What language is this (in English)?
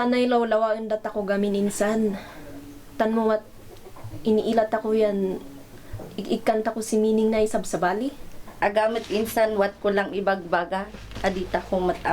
Kankanaey